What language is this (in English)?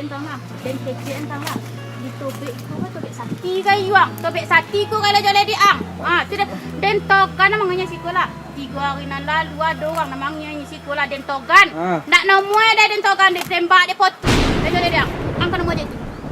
Minangkabau